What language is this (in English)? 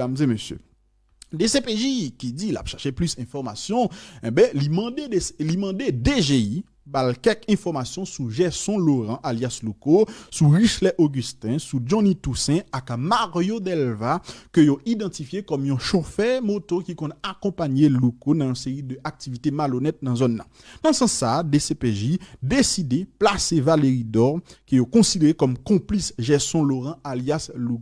Haitian Creole